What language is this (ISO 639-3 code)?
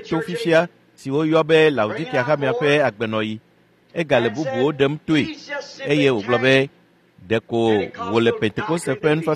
ewe